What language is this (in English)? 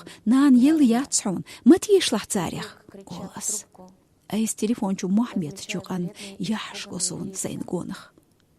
Chechen